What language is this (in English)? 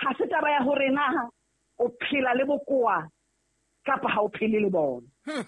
Southern Sotho